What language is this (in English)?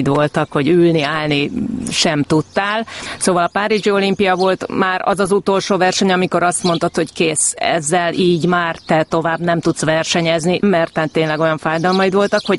Hungarian